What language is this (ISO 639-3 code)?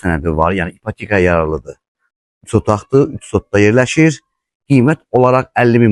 aze